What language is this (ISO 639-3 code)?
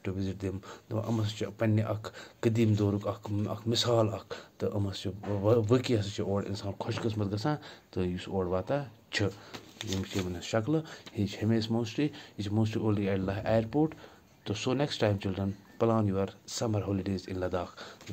kas